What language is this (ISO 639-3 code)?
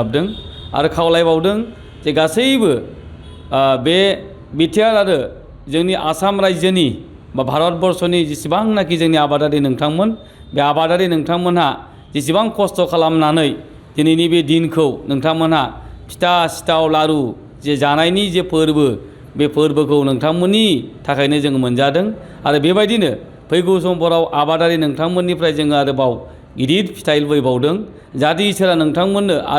brx